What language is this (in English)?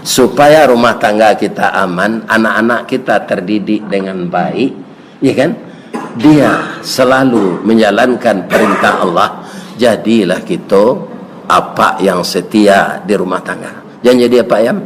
Minangkabau